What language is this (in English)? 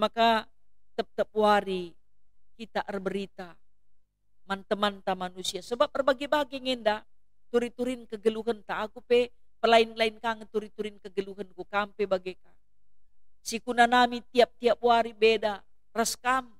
Batak Karo